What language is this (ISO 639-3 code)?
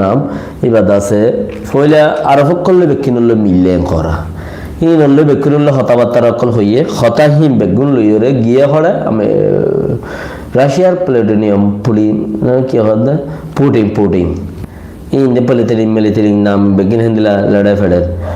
rhg